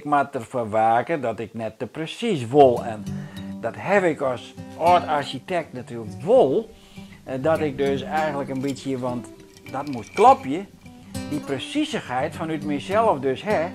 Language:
Western Frisian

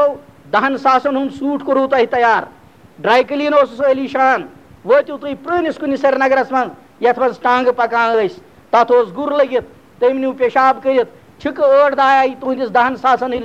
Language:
Kashmiri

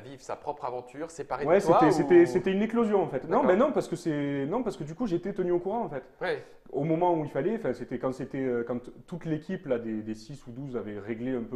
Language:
French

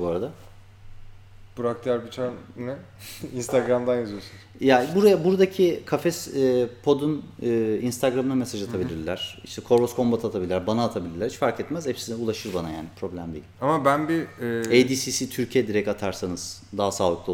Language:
Turkish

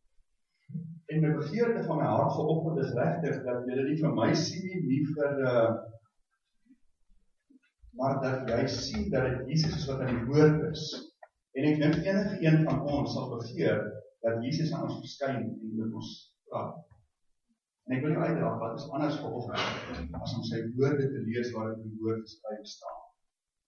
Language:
Afrikaans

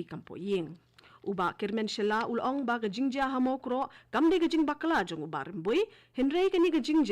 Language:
Khasi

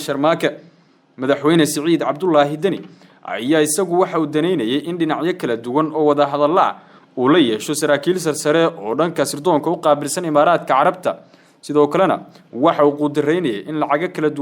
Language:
Somali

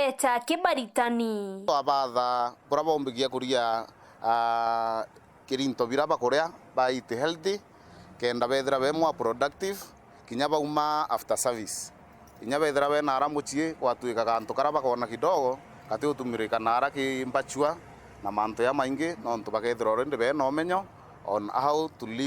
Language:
Meru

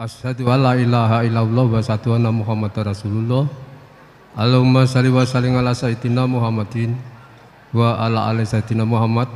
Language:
Javanese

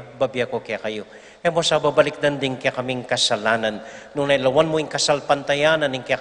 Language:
Pampanga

